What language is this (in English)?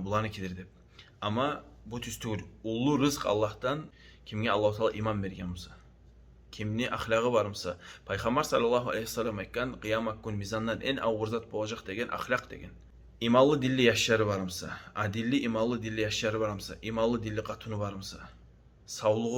Kumyk